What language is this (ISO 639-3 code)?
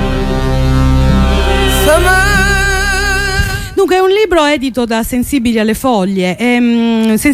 ita